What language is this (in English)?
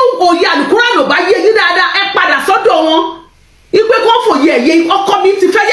Yoruba